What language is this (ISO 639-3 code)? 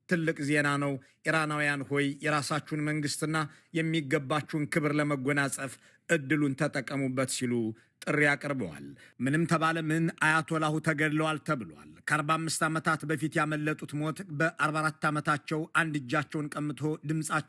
amh